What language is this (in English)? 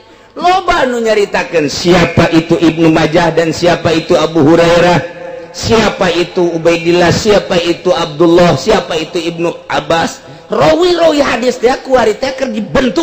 Sundanese